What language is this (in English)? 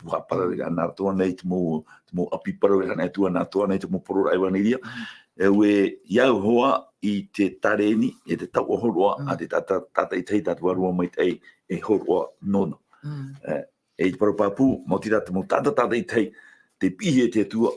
Tahitian